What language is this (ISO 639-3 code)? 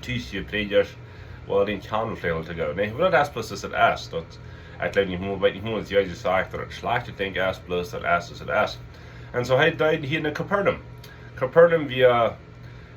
pdt